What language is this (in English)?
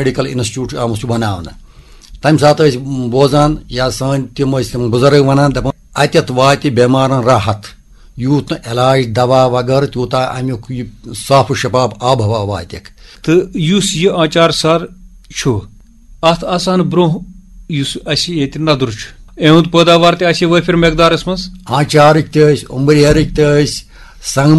Kashmiri